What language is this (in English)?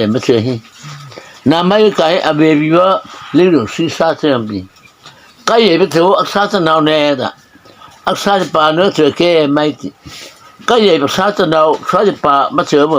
Mara Chin